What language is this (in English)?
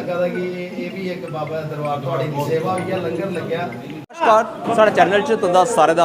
Dogri